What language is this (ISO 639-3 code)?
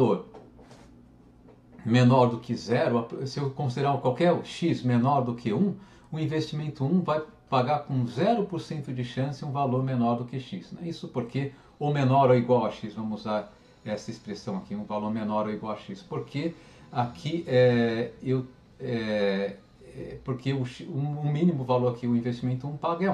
por